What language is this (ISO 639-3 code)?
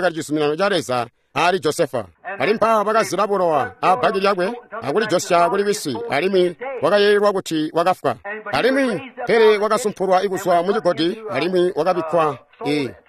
toi